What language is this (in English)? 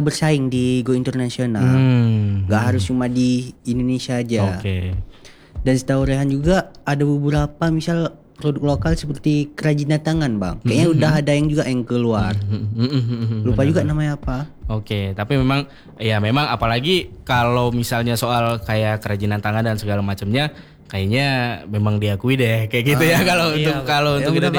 Indonesian